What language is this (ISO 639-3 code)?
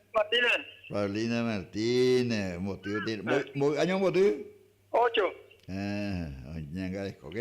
grn